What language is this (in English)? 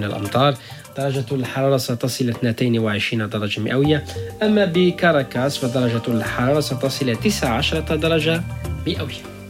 Arabic